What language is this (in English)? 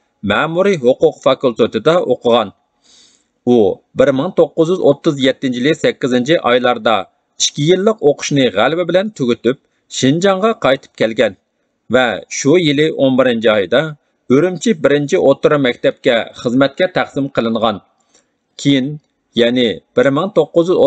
Uyghur